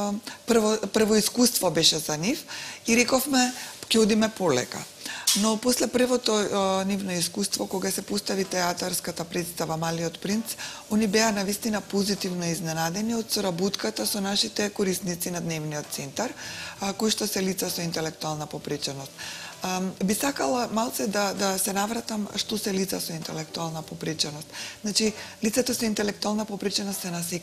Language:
Macedonian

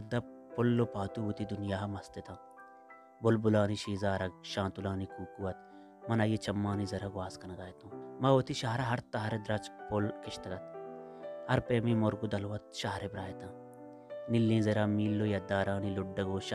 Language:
Baluchi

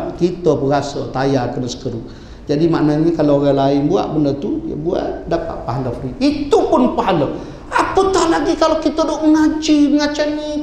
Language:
Malay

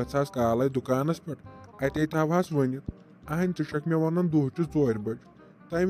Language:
Kashmiri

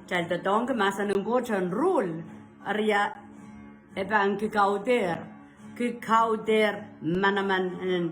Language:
Pohnpeian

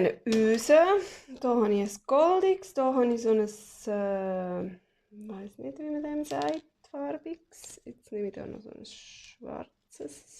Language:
Swiss German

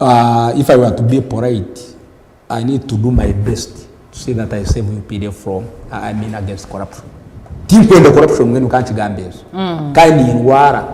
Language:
Nyankole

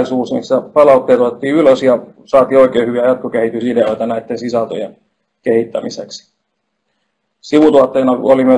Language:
Finnish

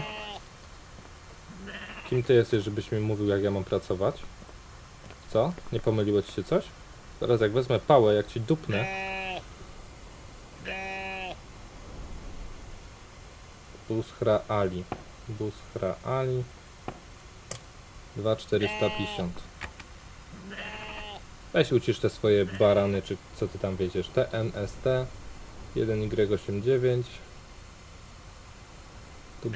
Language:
Polish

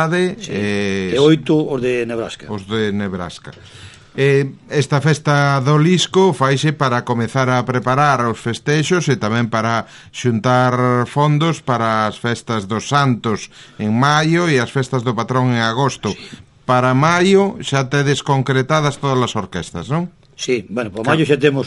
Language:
Galician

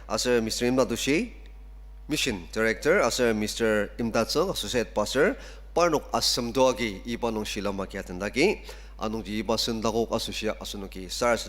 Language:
Ao Naga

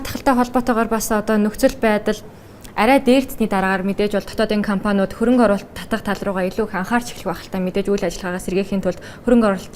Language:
Mongolian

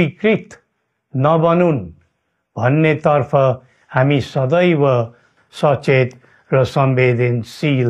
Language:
Nepali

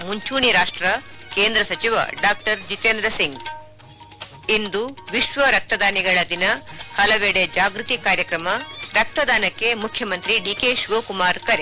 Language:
Kannada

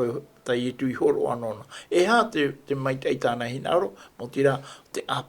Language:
Tahitian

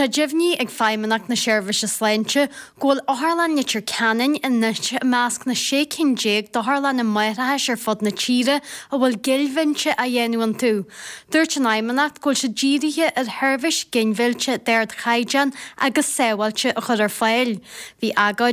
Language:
Irish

